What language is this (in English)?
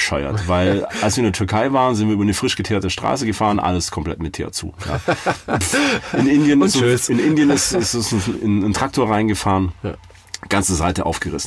German